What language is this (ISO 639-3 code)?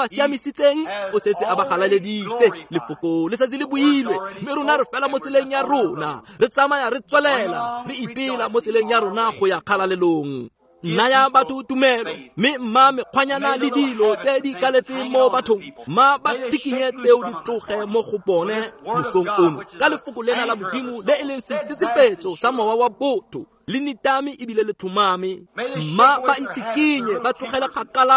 tsn